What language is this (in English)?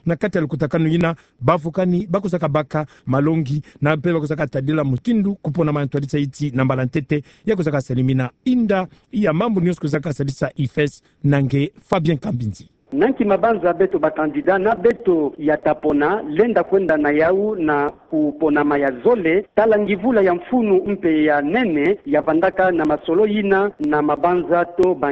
Kituba (Democratic Republic of Congo)